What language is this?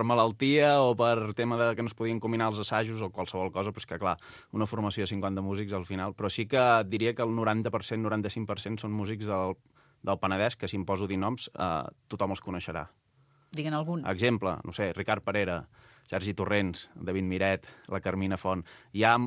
Catalan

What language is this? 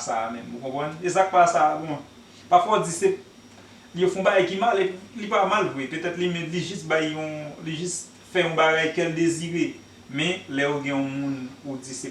Haitian Creole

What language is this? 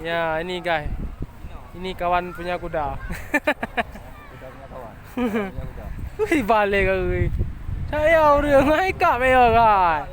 Achinese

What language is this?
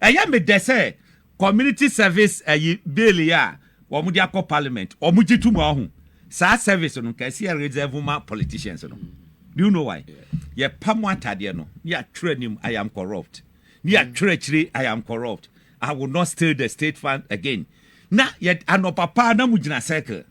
Akan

